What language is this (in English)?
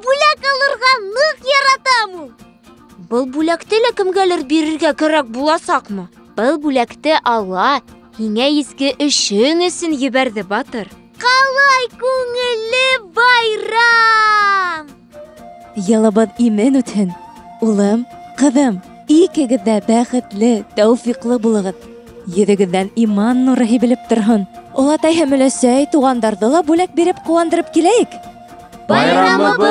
Bashkir